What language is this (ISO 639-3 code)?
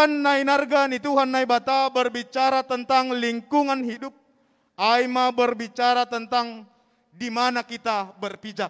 bts